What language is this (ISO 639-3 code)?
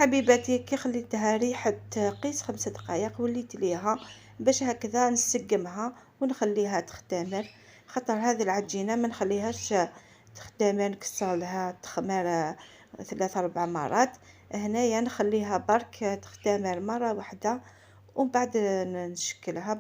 arq